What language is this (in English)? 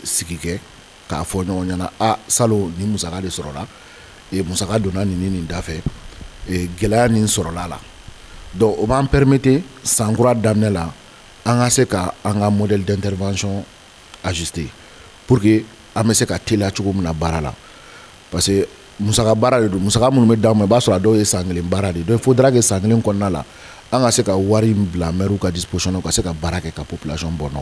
Bambara